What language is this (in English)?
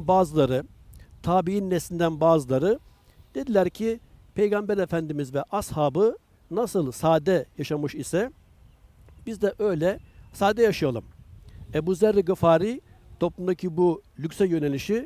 Turkish